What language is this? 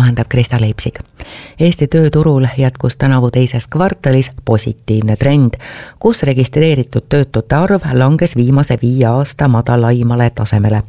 Estonian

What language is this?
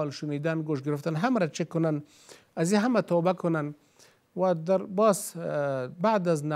Persian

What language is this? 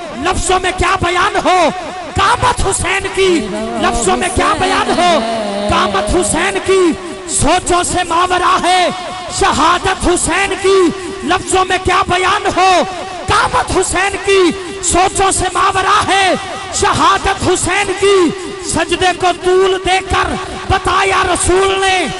Urdu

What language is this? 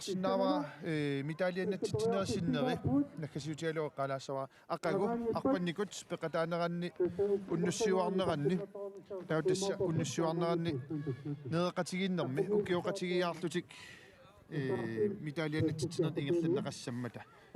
Kalaallisut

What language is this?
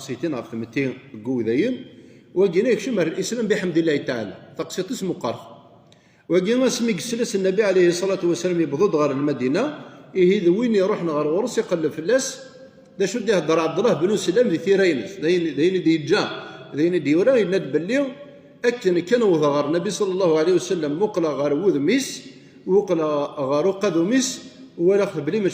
Kabyle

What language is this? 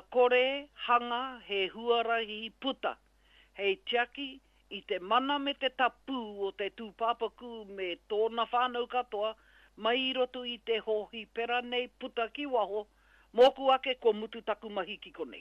Māori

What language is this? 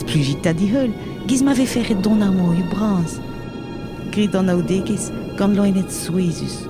Breton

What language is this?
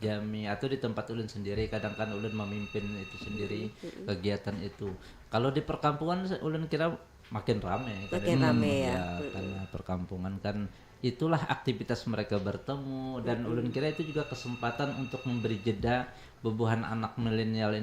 Banjar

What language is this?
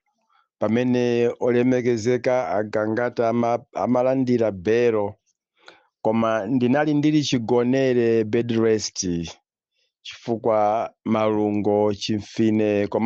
Nyanja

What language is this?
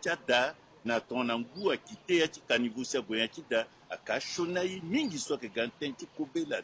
Sango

